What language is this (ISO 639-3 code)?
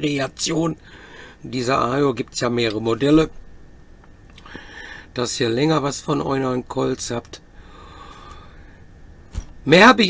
deu